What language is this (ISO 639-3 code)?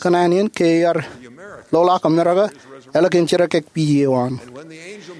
mah